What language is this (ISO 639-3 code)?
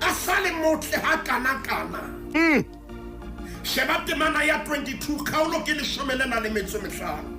sot